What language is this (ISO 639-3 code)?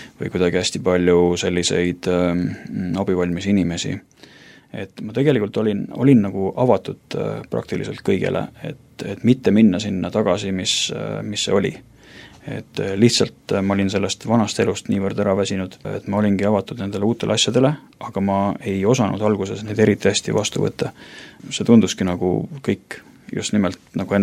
est